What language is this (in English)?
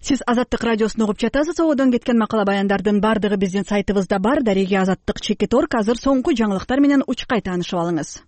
Kyrgyz